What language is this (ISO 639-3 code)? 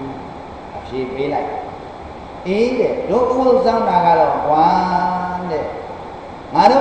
mya